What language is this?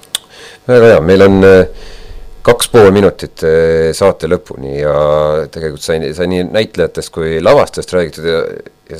Estonian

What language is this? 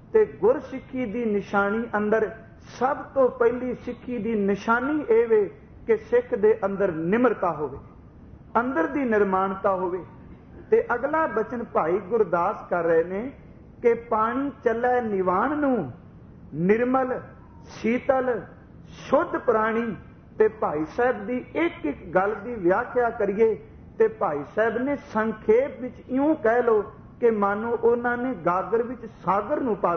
Punjabi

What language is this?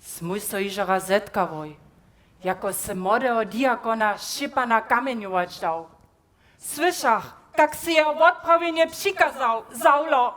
Upper Sorbian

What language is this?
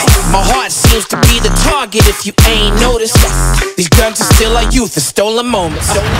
English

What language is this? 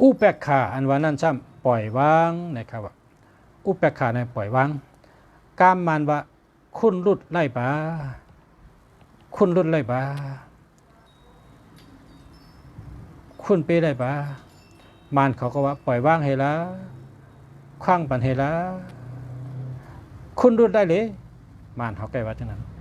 Shan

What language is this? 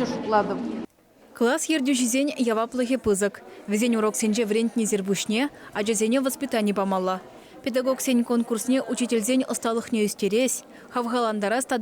Chuvash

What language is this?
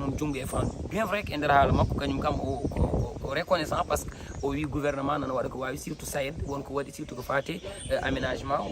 Fula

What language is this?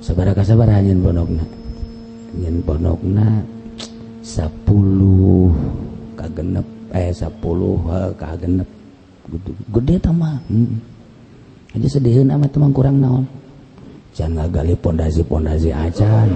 Sundanese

